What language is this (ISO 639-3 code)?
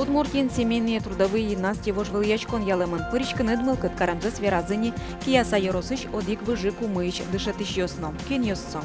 udm